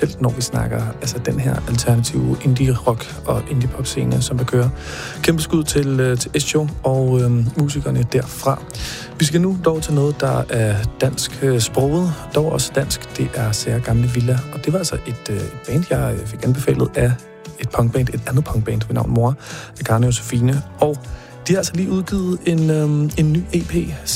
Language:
Danish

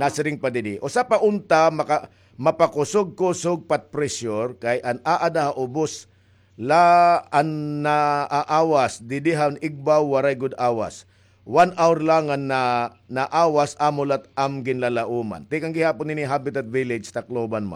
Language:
Waray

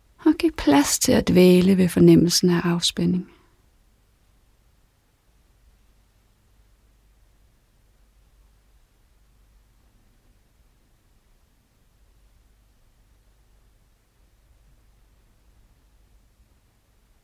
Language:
Danish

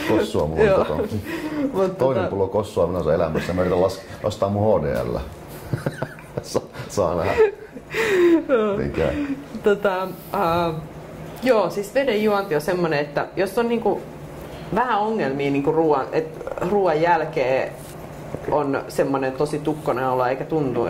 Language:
Finnish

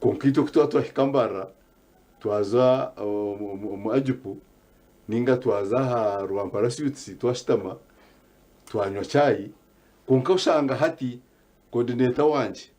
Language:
Nyankole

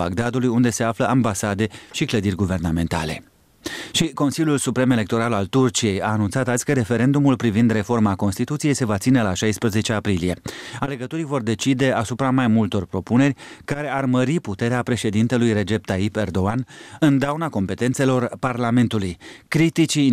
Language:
Romanian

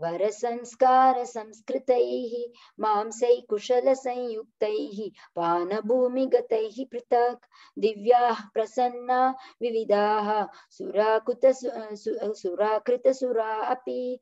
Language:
Sanskrit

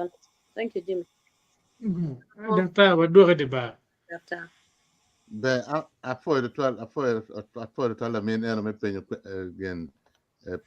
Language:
Acoli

